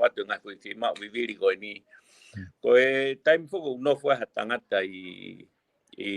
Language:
Tongan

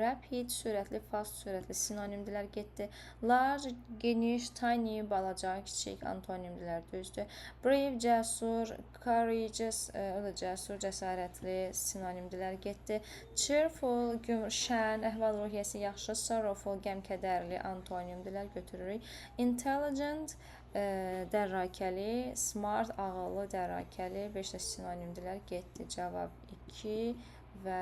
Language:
Azerbaijani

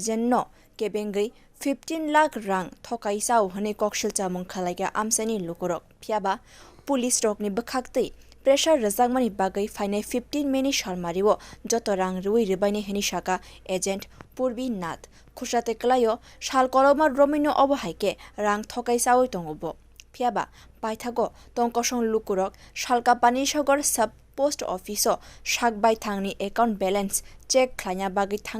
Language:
Kok Borok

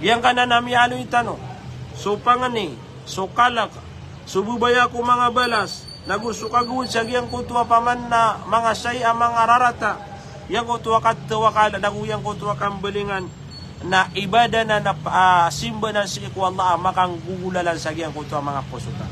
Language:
Maranao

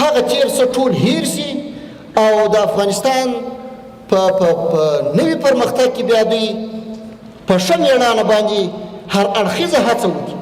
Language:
Pashto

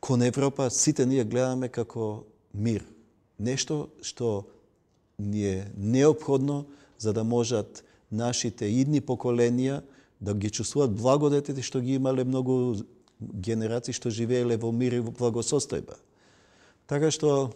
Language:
Macedonian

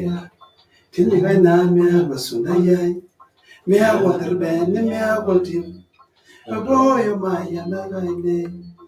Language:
Masai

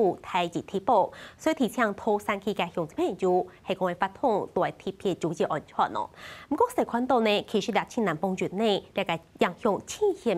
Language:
Hakka Chinese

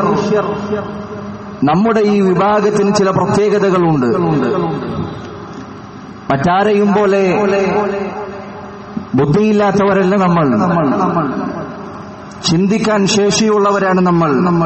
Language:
Malayalam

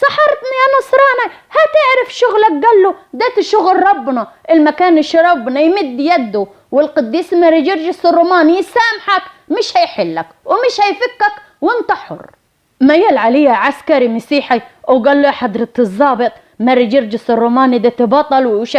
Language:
Egyptian Arabic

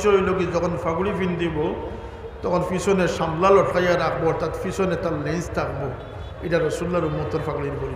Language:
Sylheti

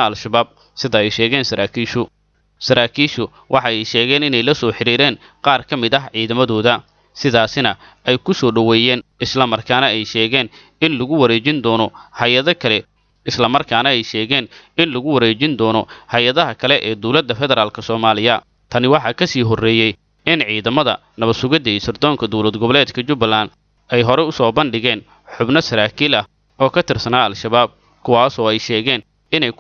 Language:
Somali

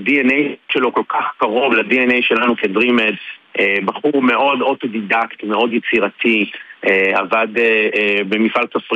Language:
Hebrew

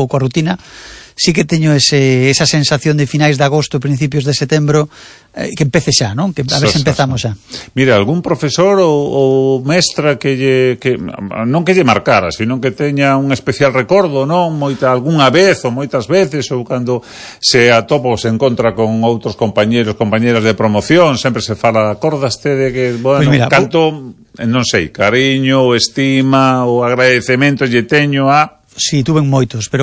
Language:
Galician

